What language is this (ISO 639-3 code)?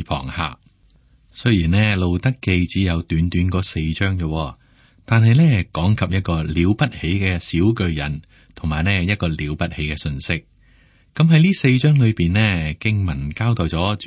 yue